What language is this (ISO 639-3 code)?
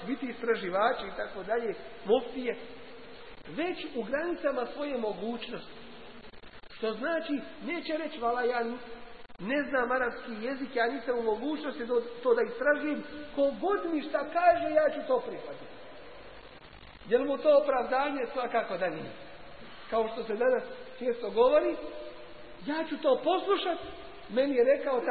bos